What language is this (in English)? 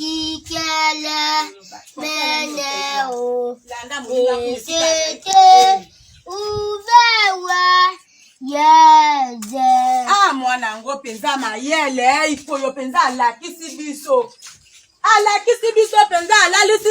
Lingala